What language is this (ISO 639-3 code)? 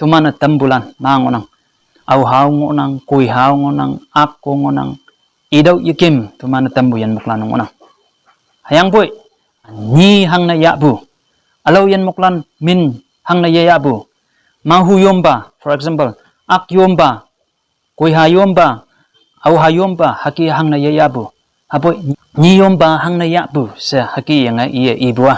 nbe